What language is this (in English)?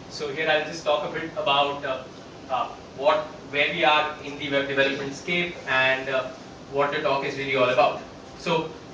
English